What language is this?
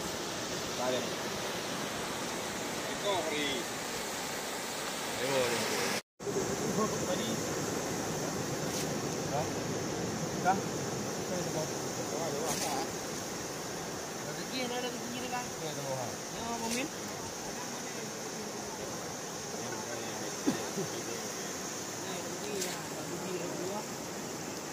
Malay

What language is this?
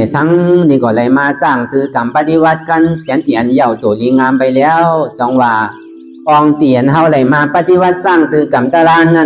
Shan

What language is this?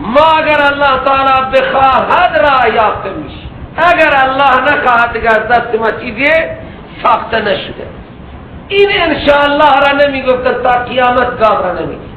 Persian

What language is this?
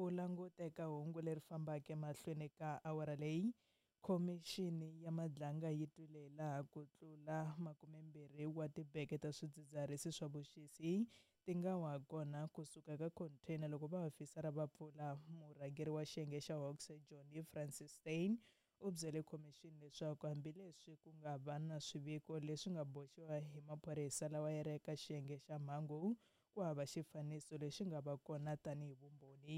Tsonga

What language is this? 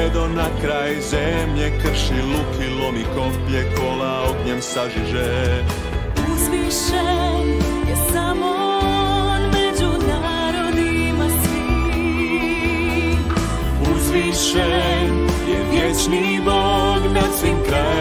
Croatian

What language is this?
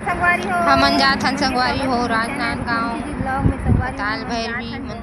Chhattisgarhi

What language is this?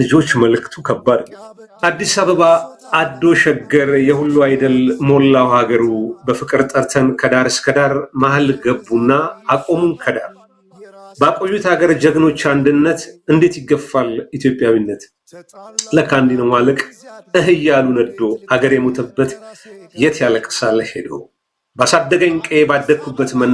Amharic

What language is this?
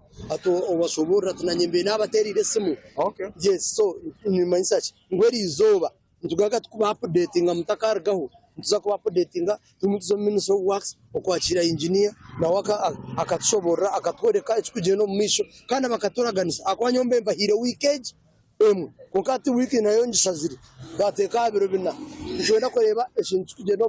Nyankole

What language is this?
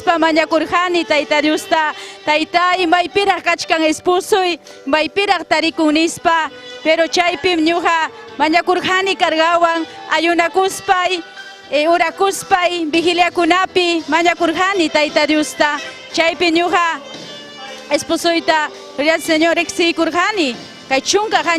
Ayacucho Quechua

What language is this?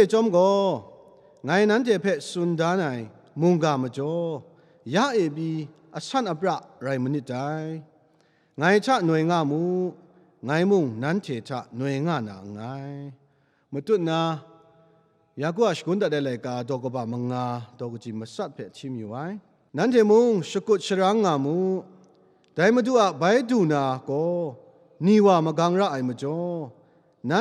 Kachin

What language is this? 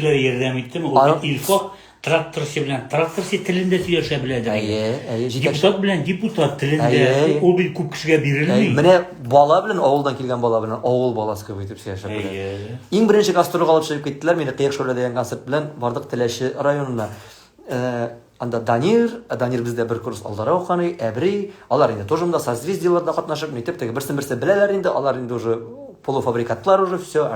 Tatar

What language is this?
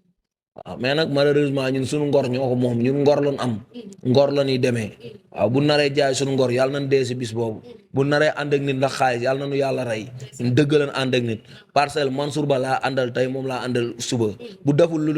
Wolof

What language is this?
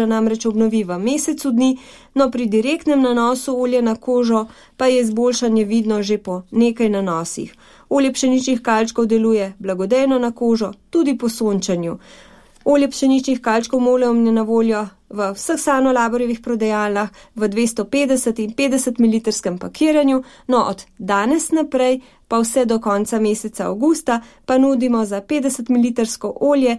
Slovenian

